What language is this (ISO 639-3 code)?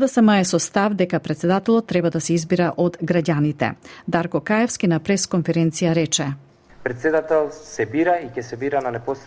mkd